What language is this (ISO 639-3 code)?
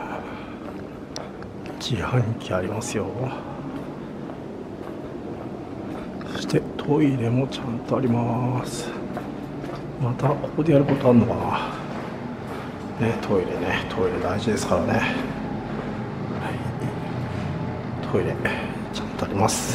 jpn